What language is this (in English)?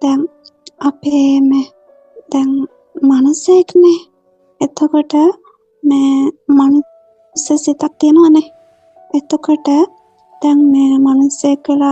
Sinhala